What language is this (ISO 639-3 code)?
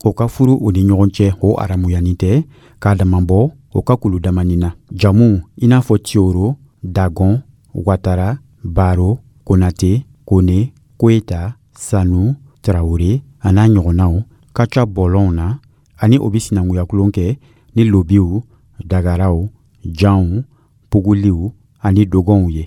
dyu